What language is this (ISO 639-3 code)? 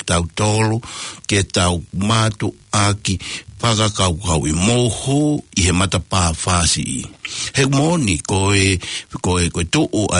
ton